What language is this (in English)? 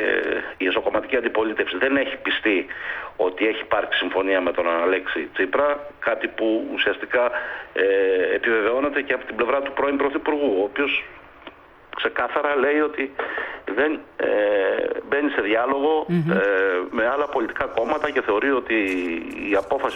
Greek